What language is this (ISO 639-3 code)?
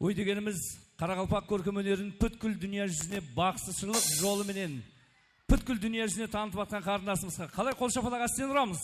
kaa